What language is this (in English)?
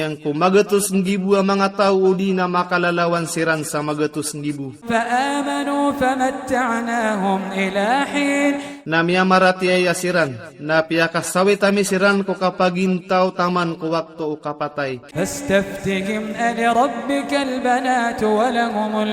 Maranao